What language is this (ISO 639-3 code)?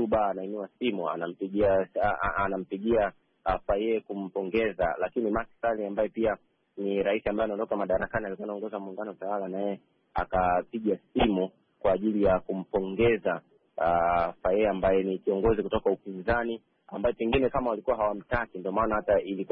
swa